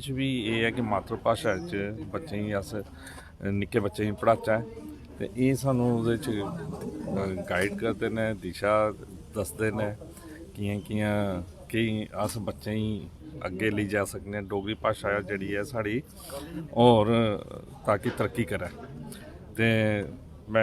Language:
Dogri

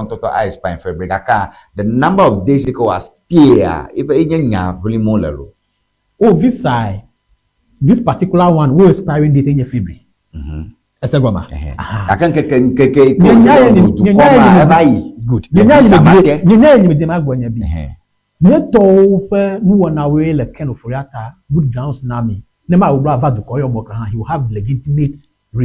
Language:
Ewe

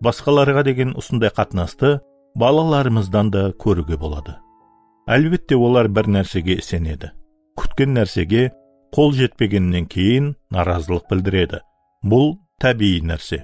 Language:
Kara-Kalpak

